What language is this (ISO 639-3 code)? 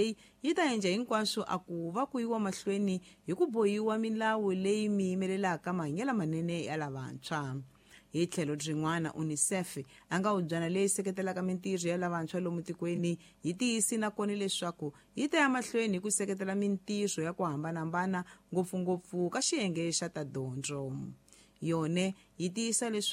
tso